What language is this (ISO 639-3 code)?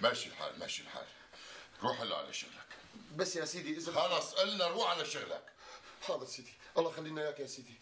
apc